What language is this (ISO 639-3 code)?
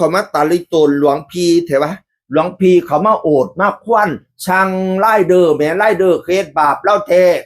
tts